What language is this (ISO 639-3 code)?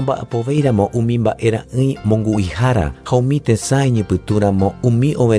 grn